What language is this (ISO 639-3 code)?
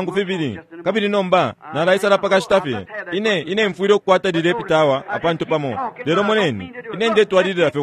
bem